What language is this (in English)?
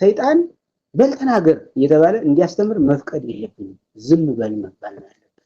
Amharic